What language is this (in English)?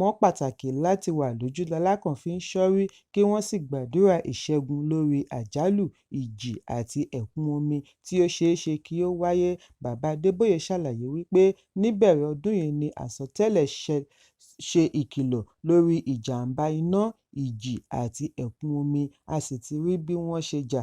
Yoruba